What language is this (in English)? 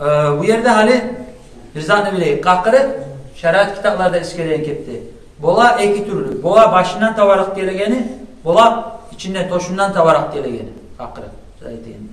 Kumyk